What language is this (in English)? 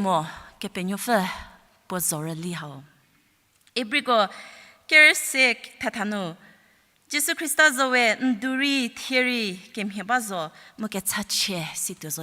Angami Naga